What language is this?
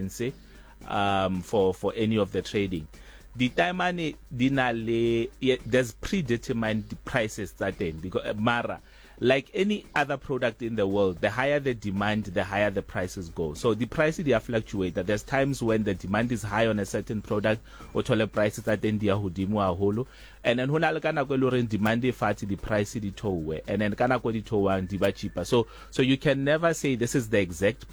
Southern Sotho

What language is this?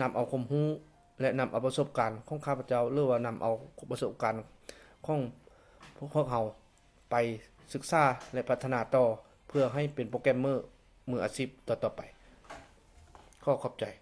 Lao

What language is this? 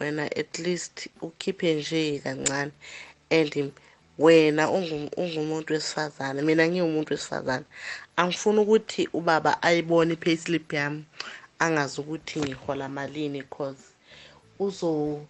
South Ndebele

